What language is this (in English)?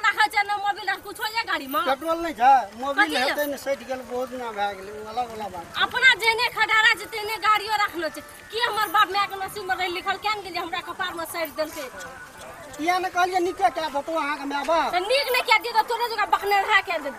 Maithili